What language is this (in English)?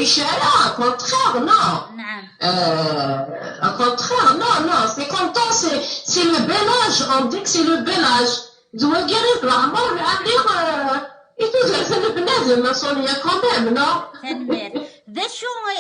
Kabyle